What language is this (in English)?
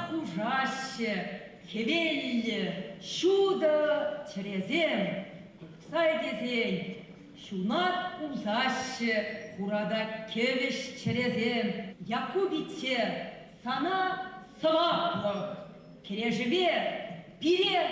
Chuvash